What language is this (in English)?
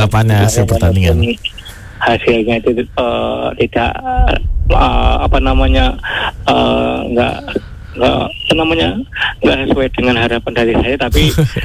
Indonesian